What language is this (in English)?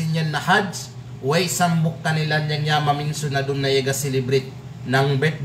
Kalagan